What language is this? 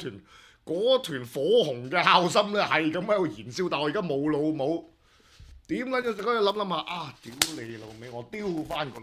Cantonese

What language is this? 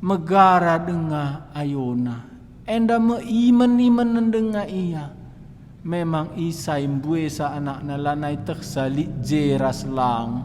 Batak Karo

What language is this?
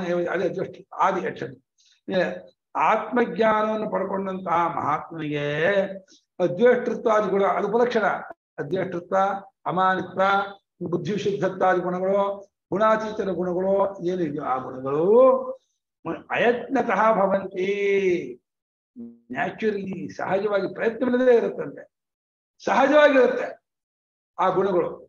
Kannada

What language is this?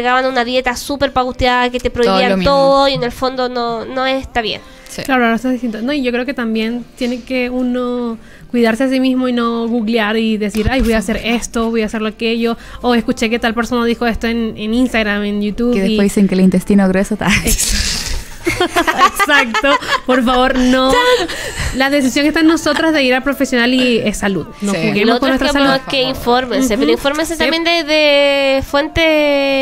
Spanish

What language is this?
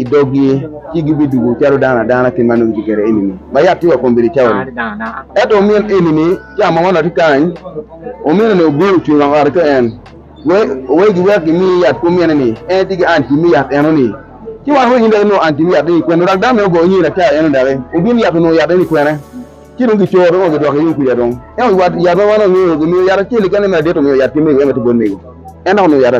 Acoli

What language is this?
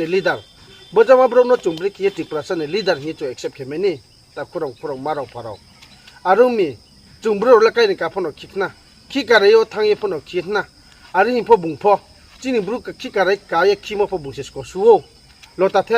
Riang (India)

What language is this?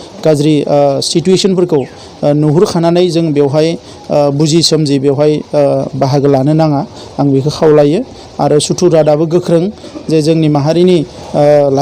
Bodo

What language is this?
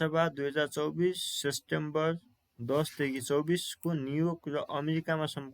Nepali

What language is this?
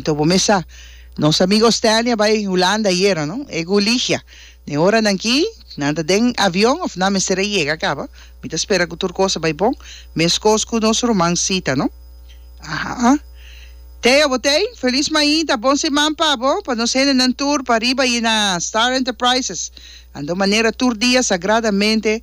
Papiamento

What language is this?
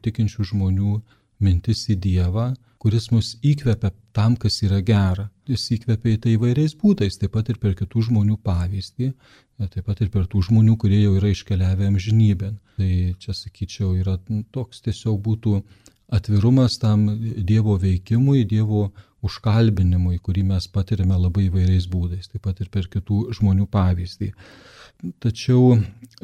Lithuanian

